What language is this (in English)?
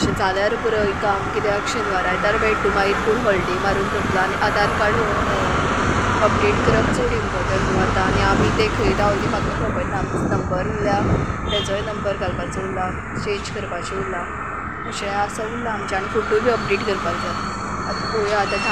Konkani